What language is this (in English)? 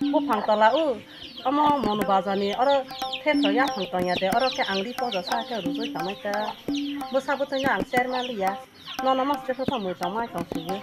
Kok Borok